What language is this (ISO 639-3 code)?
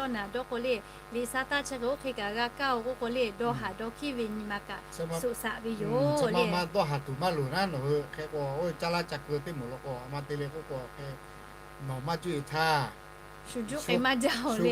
lhu